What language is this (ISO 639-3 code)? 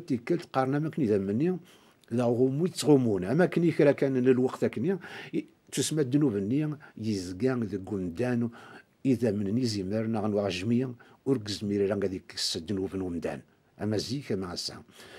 kab